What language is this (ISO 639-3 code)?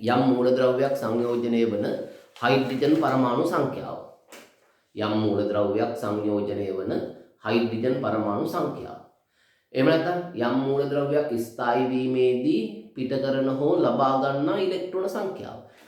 sin